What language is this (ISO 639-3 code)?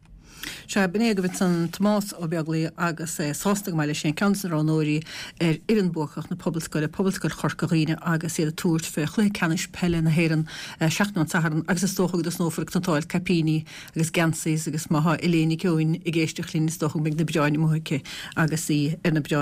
gle